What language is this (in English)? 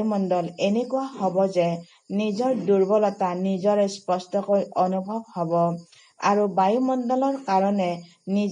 Assamese